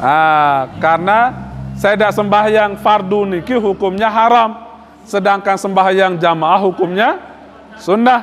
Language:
Sasak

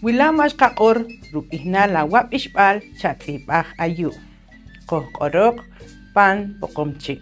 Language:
Poqomchi'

